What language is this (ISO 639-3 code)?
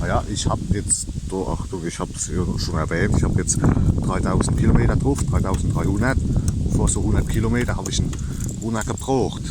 pfl